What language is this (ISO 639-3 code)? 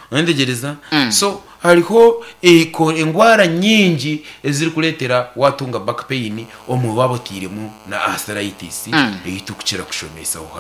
nyn